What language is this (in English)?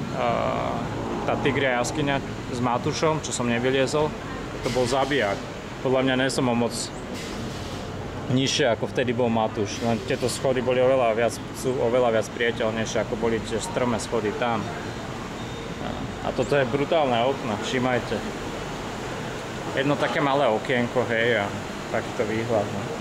Slovak